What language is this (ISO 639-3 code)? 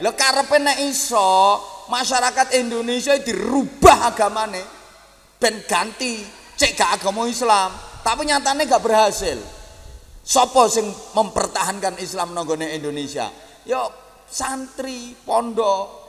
jav